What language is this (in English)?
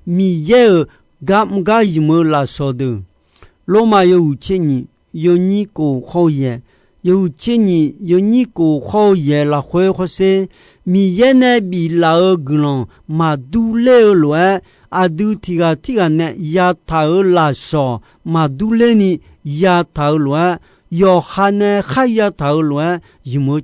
Akha